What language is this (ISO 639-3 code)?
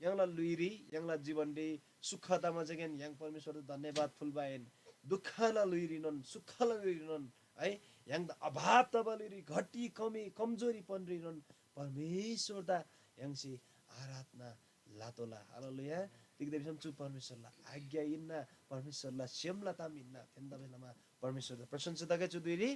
taj